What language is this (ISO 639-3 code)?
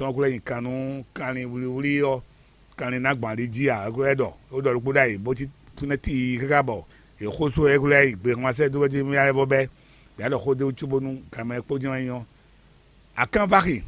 fon